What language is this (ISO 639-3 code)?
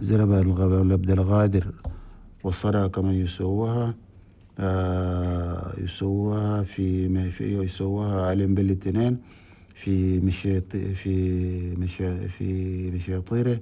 shu